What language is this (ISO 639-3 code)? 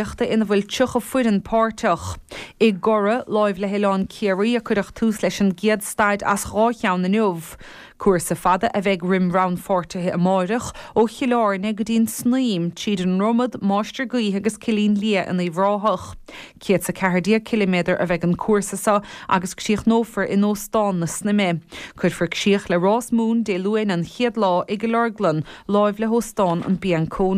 gle